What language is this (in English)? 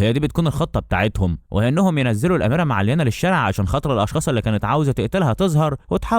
Egyptian Arabic